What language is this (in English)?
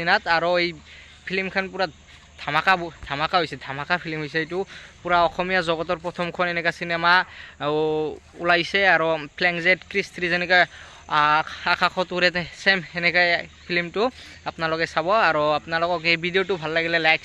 Assamese